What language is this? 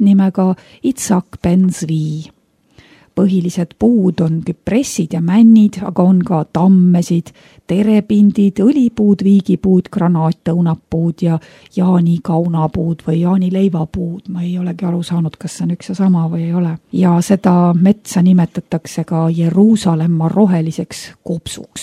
Estonian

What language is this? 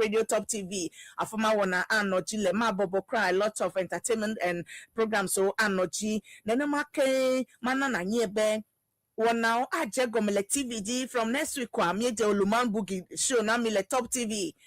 Ewe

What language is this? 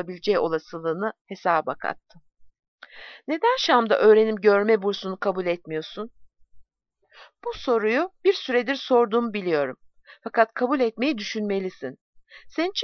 Turkish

